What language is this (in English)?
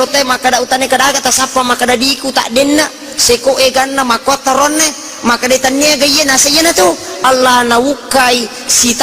Buginese